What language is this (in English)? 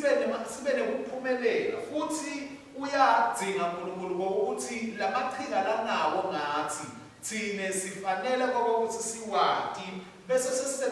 Swati